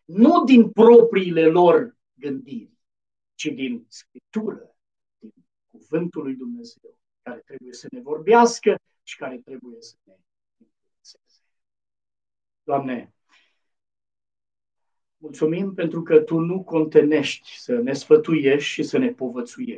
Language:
Romanian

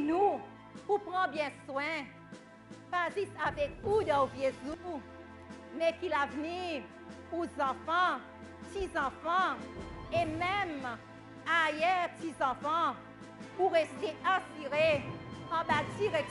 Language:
Seselwa Creole French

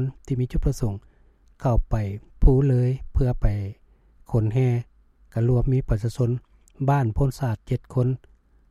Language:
Lao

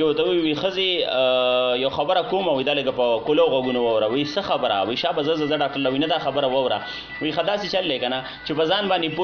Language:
Pashto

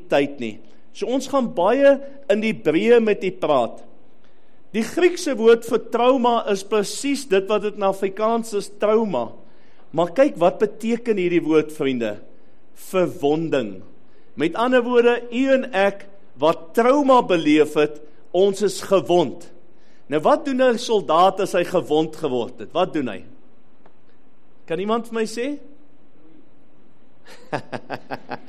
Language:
Afrikaans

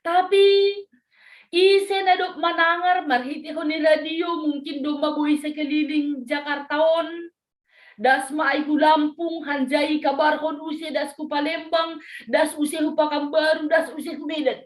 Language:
Batak Simalungun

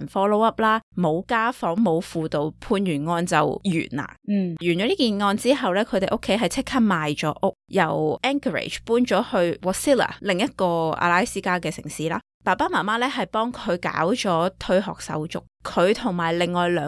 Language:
Cantonese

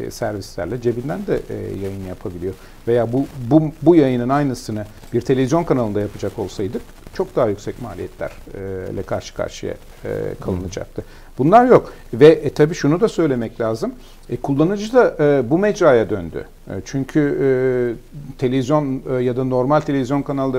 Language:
Turkish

